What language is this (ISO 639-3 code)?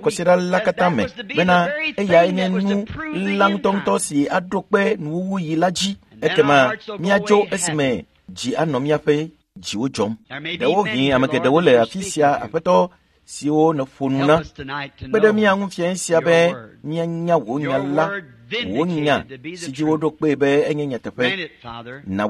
ewe